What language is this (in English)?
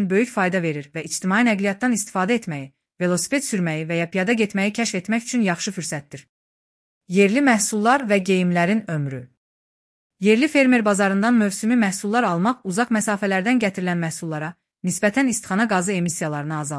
Azerbaijani